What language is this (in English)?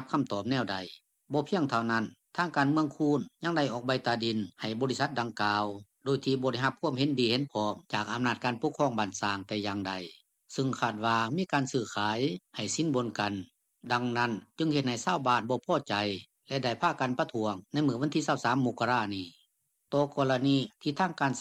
Lao